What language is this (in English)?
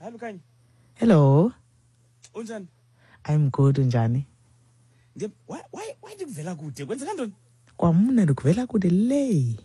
Xhosa